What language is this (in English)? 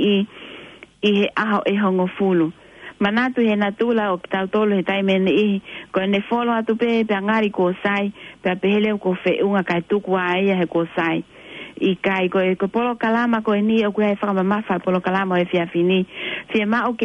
Tongan